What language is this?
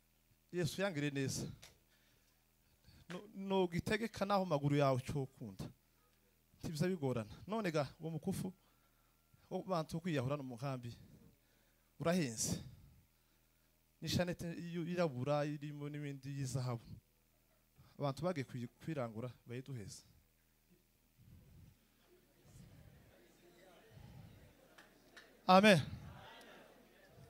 Kinyarwanda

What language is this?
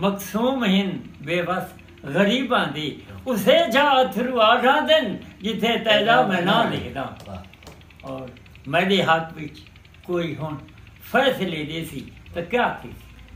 Saraiki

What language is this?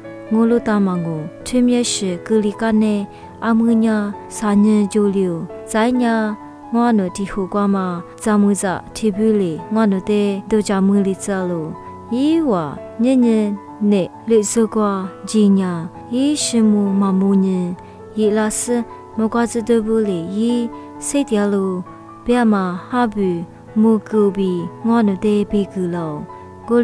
Lisu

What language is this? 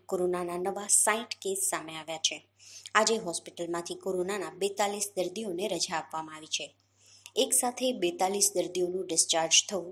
Gujarati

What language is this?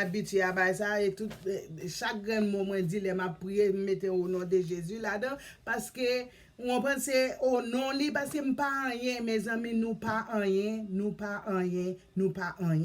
Haitian Creole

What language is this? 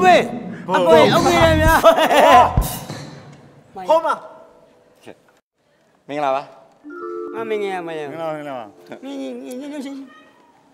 Burmese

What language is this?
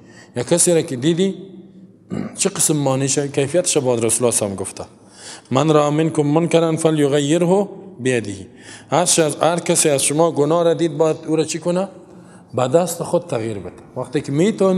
Persian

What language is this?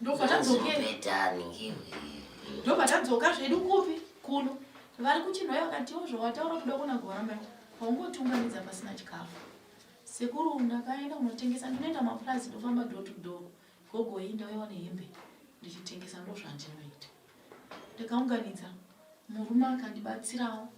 Shona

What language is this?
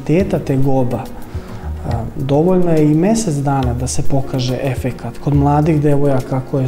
Serbian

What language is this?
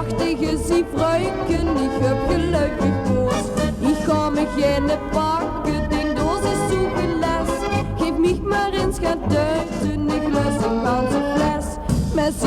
Limburgish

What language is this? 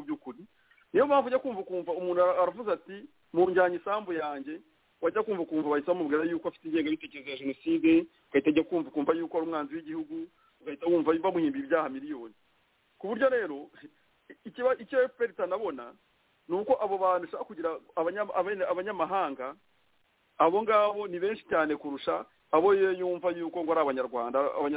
Kinyarwanda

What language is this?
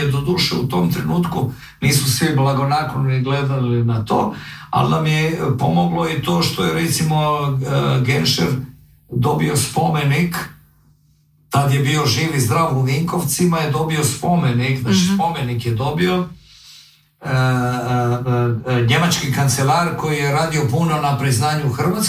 Croatian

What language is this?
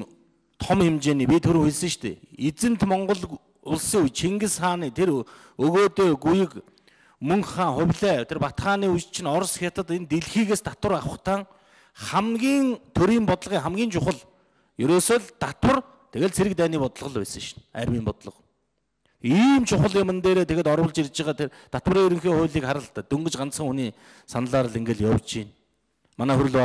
Mongolian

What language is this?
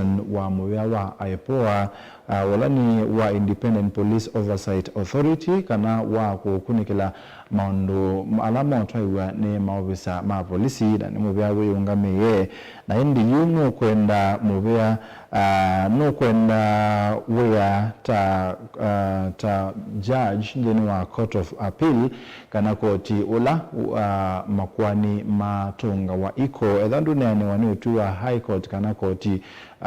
Kamba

